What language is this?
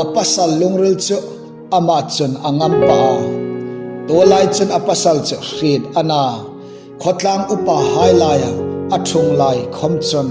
Hmar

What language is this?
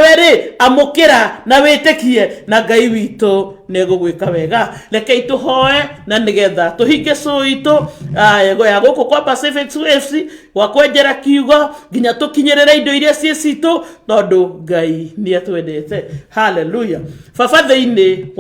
Kikuyu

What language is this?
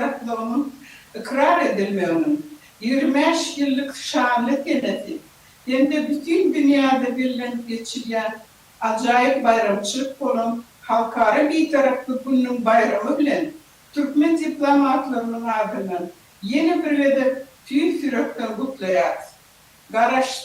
Turkmen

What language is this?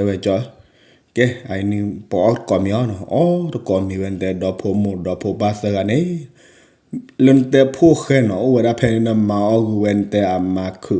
S'gaw Karen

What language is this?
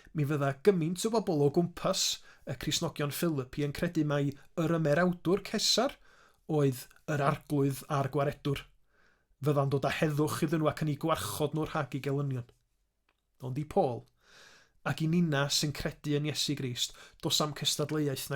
Welsh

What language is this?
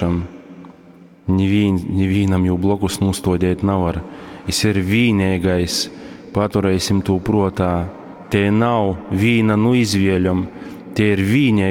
Latgalian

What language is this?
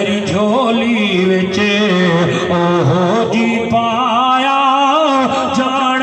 Saraiki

